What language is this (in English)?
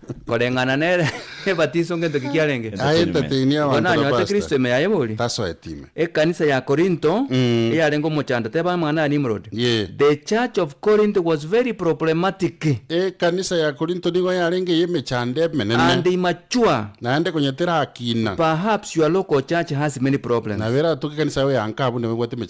Gusii